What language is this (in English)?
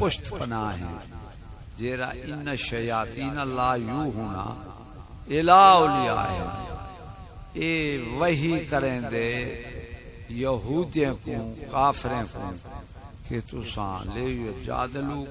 Saraiki